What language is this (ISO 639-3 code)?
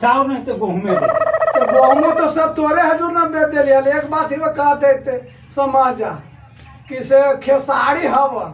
mag